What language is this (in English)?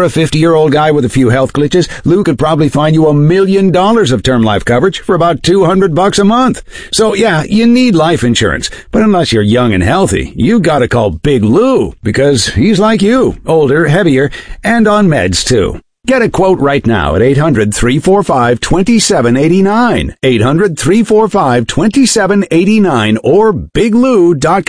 English